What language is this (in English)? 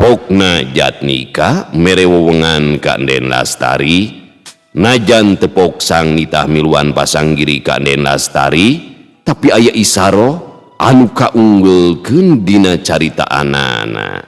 Sundanese